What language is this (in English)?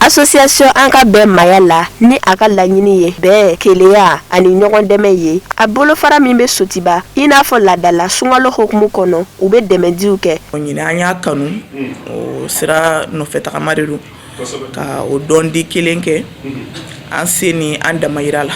Bambara